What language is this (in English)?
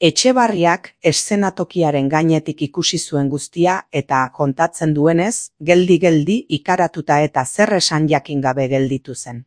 Basque